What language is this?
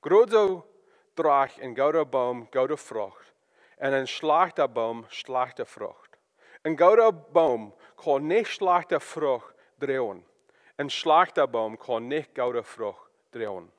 Plautdietsch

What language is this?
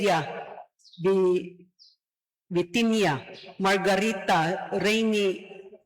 Cebuano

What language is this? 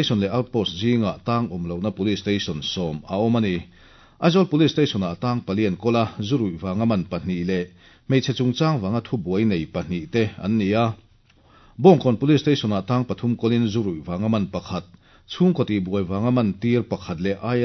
Mizo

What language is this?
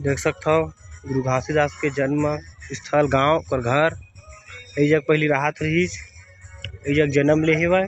Chhattisgarhi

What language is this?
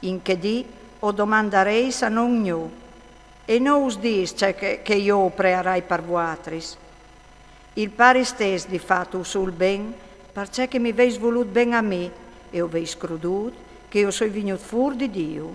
Friulian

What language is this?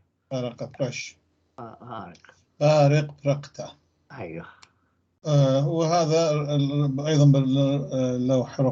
North Levantine Arabic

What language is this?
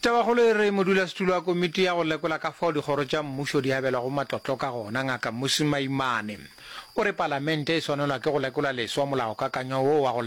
Northern Sotho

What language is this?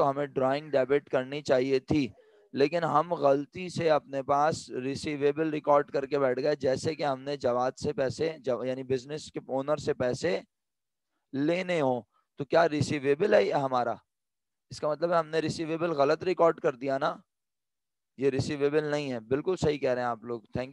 Urdu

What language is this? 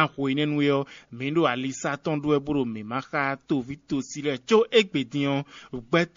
Fon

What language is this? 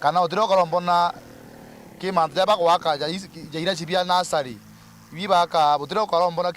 Meru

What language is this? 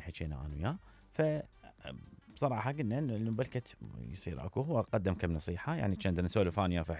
Mesopotamian Arabic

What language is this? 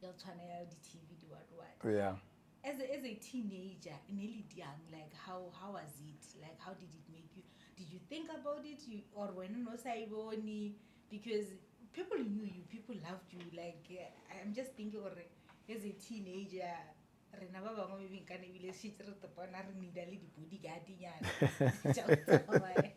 Northern Sotho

